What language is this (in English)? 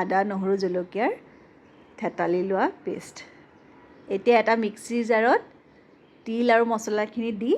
Assamese